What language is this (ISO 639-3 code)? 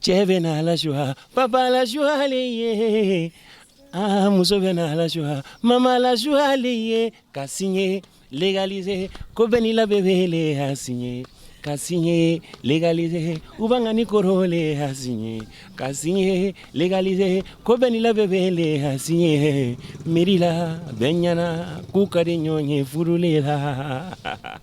bam